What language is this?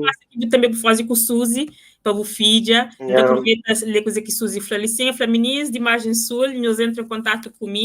Kabuverdianu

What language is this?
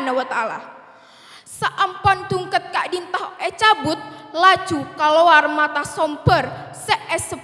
Madurese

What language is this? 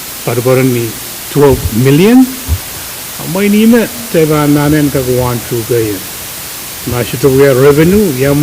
Pohnpeian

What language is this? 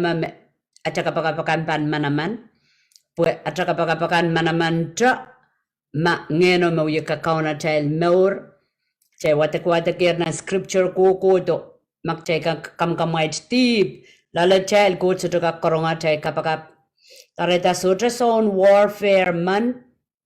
Pohnpeian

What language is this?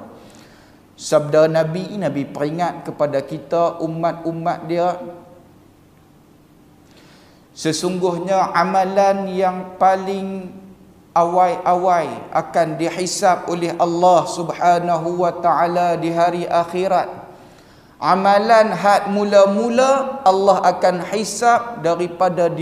Malay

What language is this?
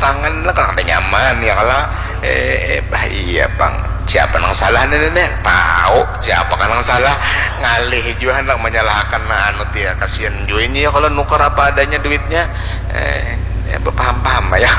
Banjar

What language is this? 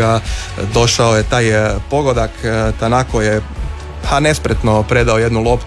Croatian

